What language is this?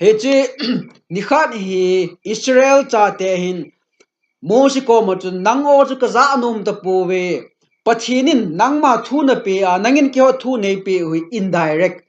Thado Chin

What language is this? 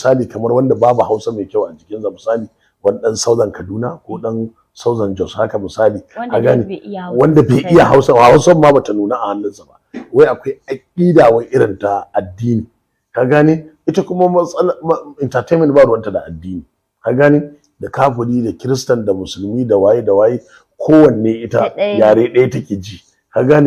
Hausa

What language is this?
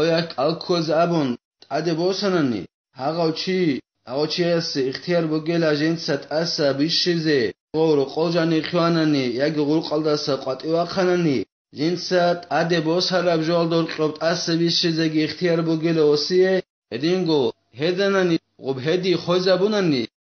Avaric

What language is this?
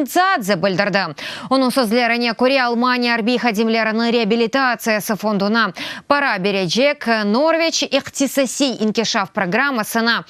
Crimean Tatar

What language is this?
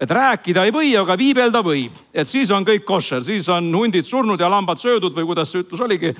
Estonian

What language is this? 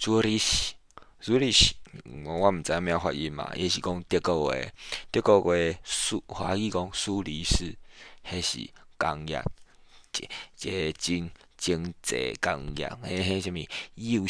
Min Nan Chinese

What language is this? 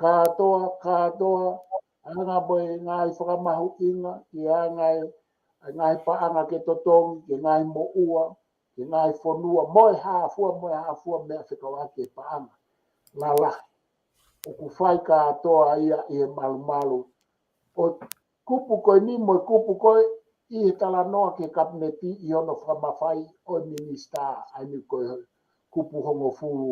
Tongan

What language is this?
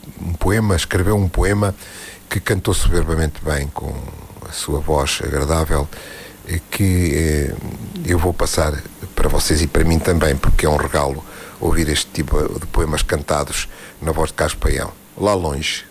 Portuguese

